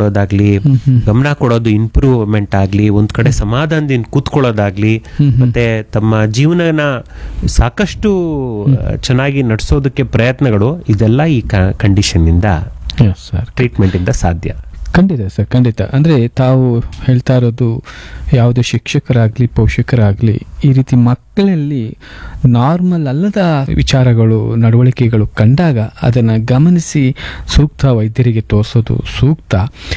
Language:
Kannada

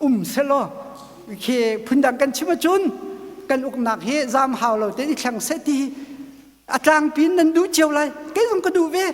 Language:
Hakha Chin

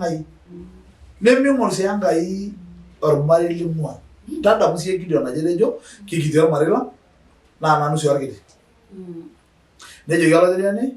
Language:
Masai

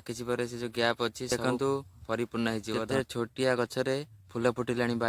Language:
Odia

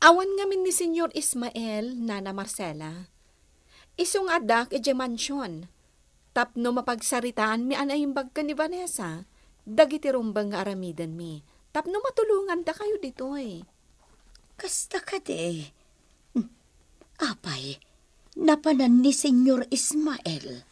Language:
Iloko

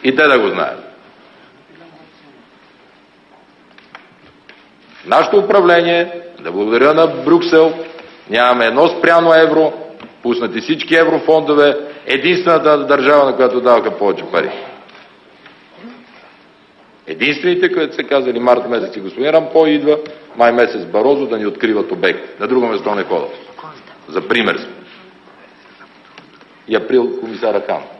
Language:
Bulgarian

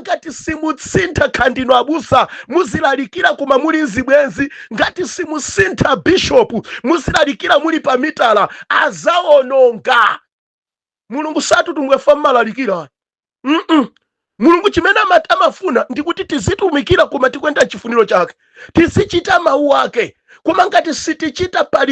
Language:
Nyanja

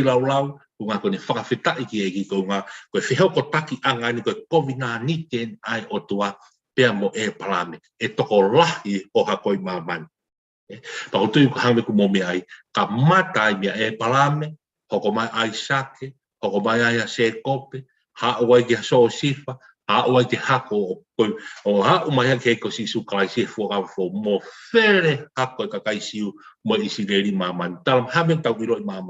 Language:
Tongan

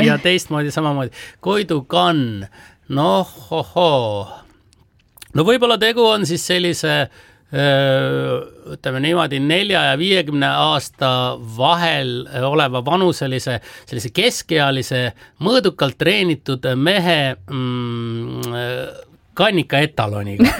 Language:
Estonian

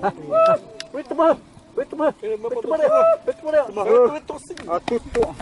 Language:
Xavánte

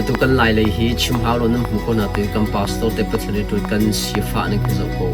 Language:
Hakha Chin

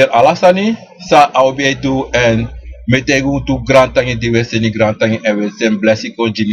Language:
Sranan Tongo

